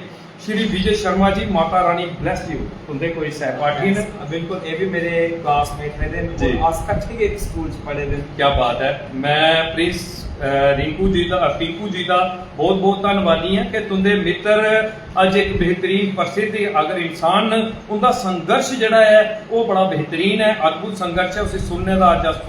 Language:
Dogri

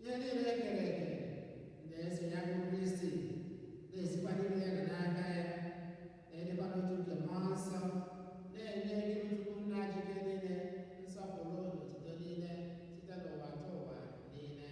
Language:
Igbo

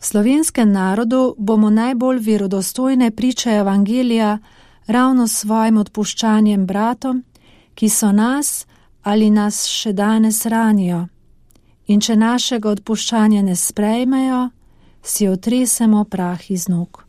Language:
Slovenian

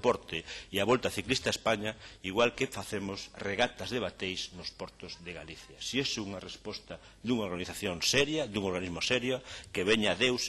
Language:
Galician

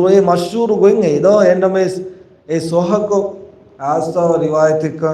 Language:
Divehi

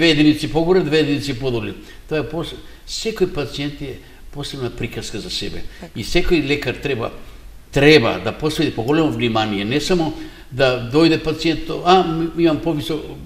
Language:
Macedonian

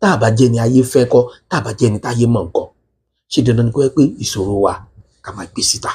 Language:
Yoruba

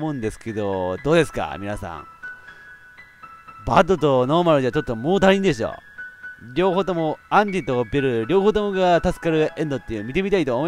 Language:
Japanese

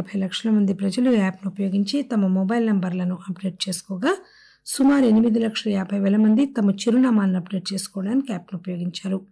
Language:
Telugu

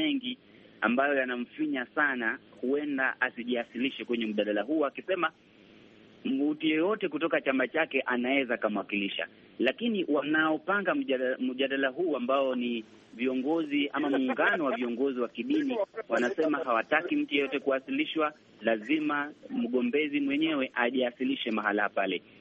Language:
Swahili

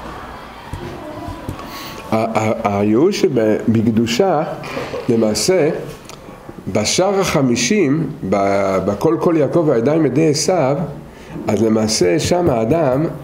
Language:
Hebrew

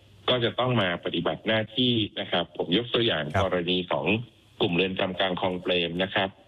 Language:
Thai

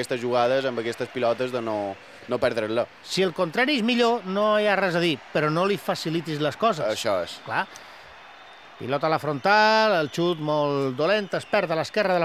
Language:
Catalan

